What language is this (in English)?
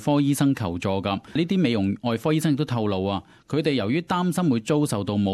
Cantonese